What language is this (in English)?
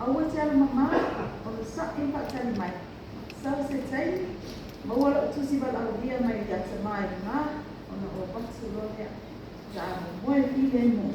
Samoan